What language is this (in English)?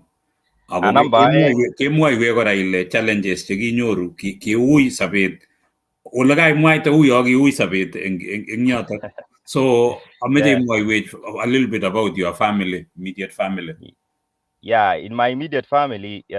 Kalenjin